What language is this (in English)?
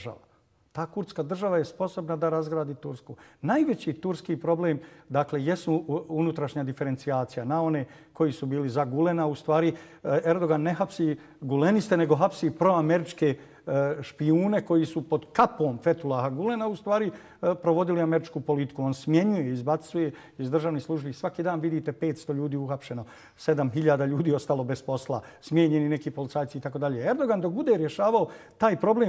Bosnian